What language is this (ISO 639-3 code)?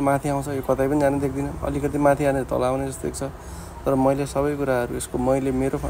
nep